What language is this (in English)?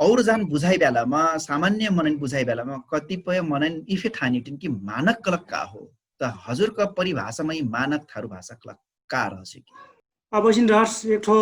Dangaura Tharu